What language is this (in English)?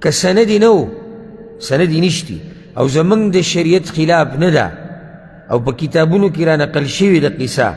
Pashto